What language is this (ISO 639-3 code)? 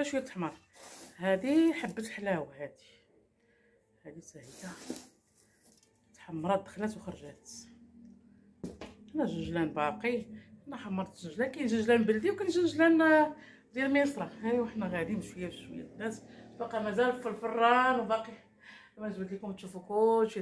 ary